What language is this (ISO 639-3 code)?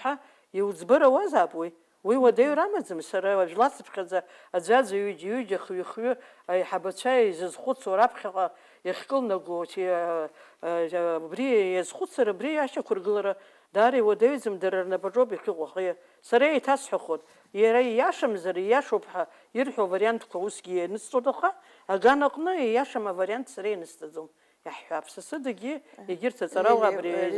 abk